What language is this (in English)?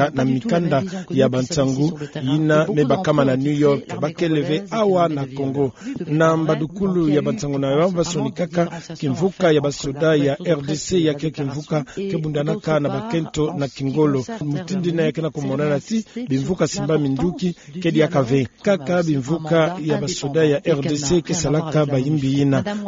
Kituba (Democratic Republic of Congo)